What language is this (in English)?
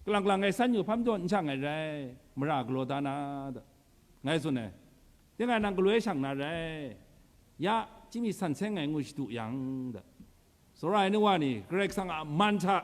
Kachin